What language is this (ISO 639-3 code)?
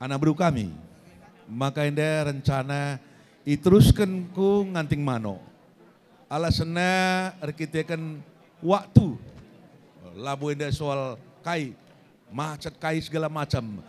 btx